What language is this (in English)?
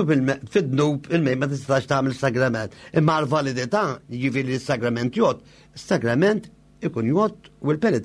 Maltese